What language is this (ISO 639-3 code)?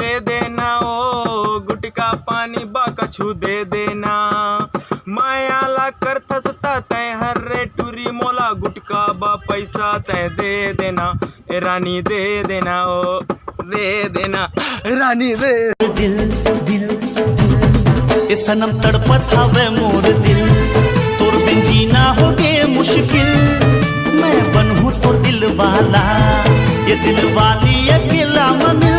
hne